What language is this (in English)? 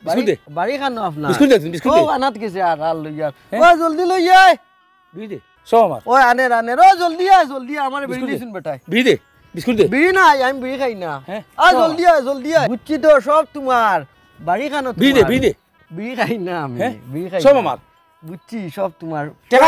Sylheti